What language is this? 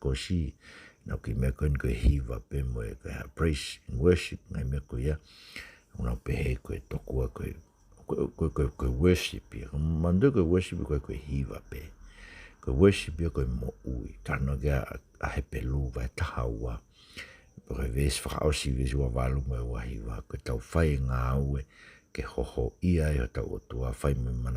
Tongan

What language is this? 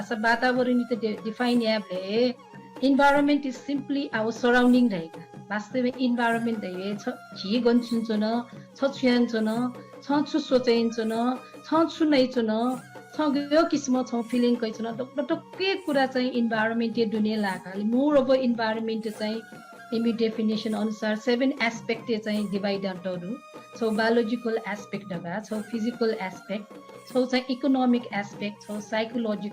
Newari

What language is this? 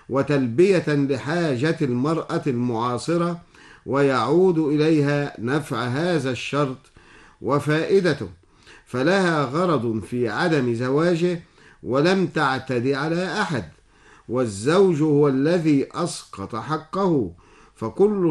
Arabic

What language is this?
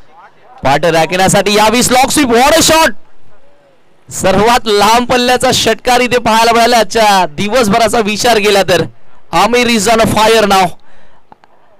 Marathi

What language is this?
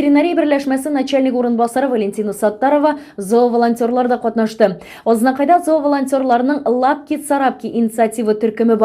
Tatar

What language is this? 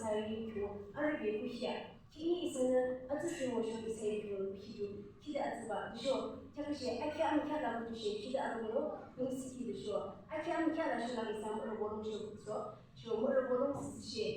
Yimchungru Naga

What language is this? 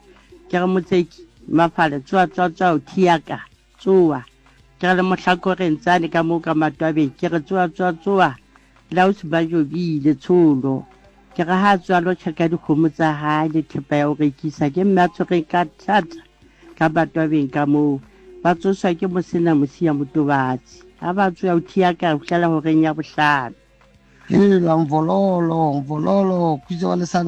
Southern Sotho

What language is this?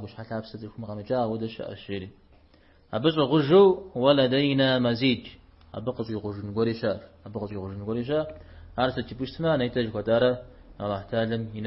Kabardian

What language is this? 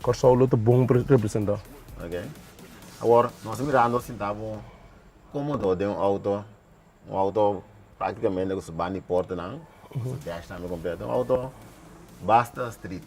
Papiamento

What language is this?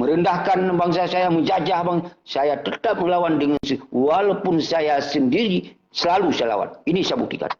Achinese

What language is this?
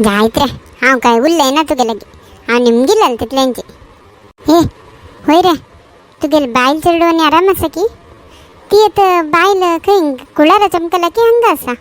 Konkani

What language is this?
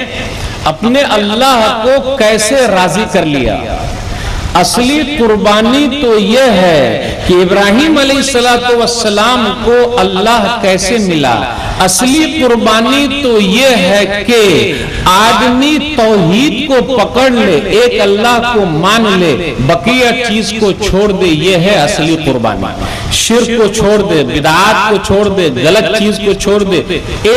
Urdu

